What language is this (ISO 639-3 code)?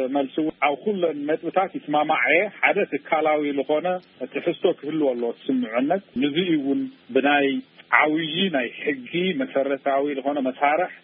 tir